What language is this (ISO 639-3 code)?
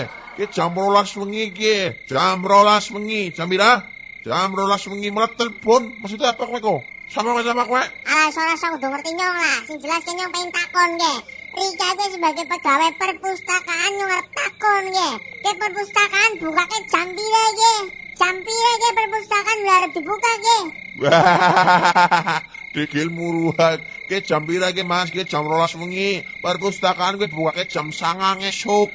jav